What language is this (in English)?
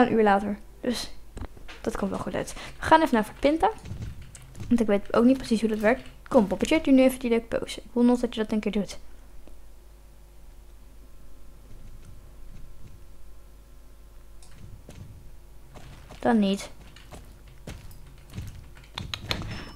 Dutch